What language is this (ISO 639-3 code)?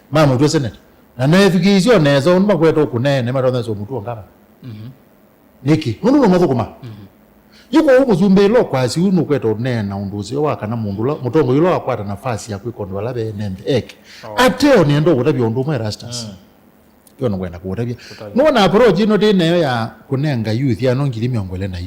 kam